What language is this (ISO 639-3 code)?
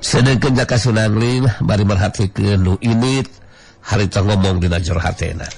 sun